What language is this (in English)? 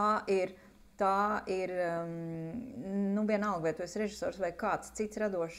Latvian